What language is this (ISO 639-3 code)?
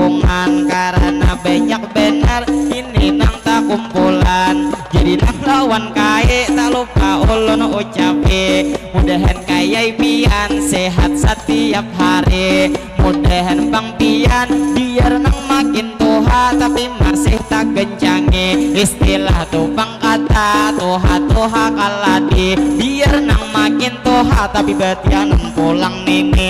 bjn